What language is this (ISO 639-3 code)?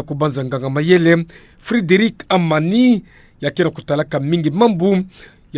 ktu